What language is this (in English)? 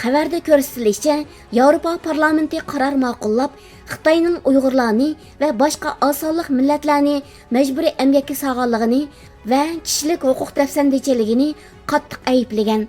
Uyghur